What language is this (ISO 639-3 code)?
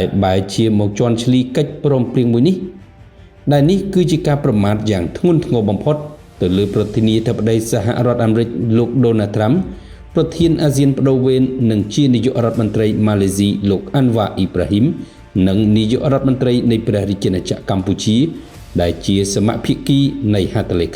khm